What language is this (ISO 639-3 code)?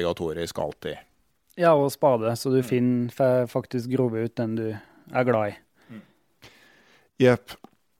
nor